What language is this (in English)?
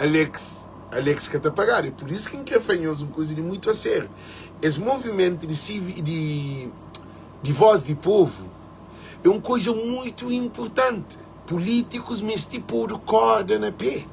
Kabuverdianu